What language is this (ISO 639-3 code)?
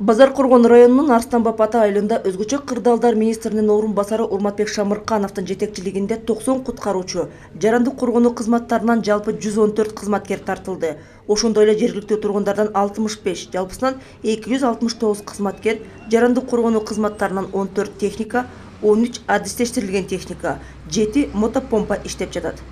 kir